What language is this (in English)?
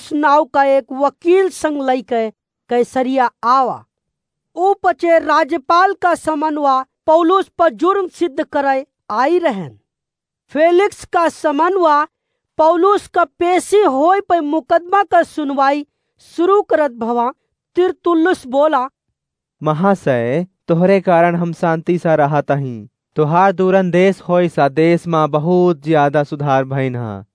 Awadhi